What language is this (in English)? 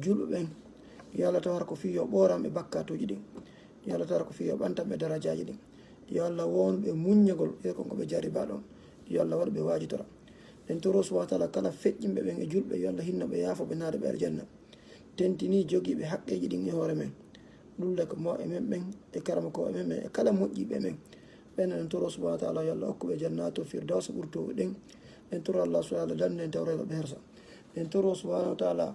Fula